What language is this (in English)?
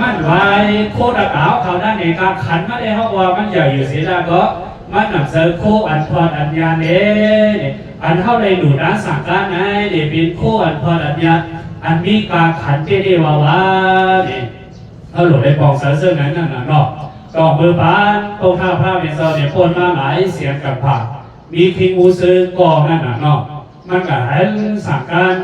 Shan